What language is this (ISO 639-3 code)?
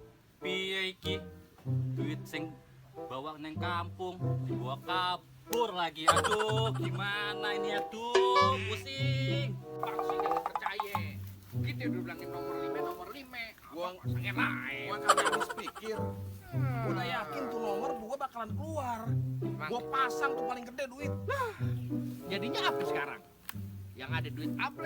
bew